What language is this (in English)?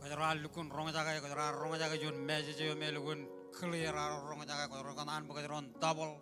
Marshallese